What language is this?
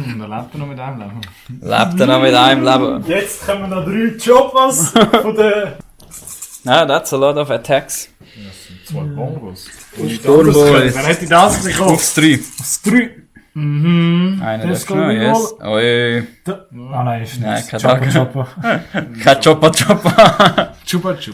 Swiss German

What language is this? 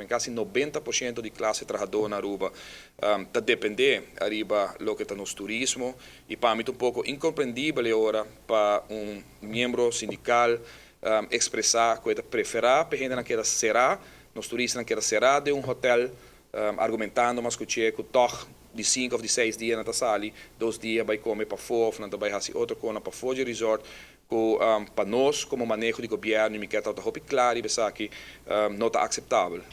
Papiamento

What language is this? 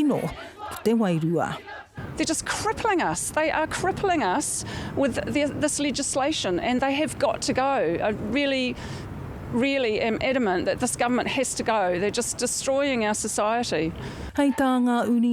Māori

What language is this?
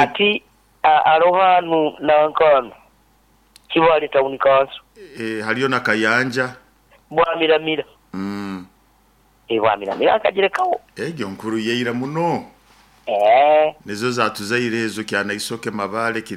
Nyoro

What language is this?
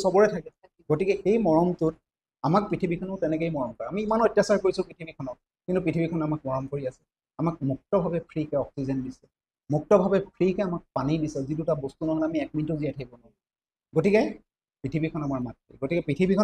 Assamese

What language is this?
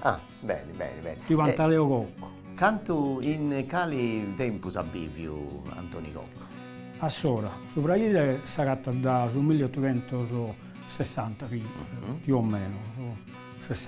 Sardinian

